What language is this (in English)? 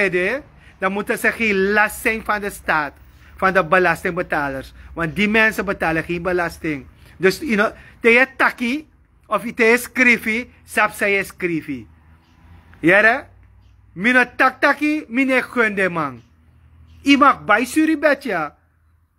Sranan Tongo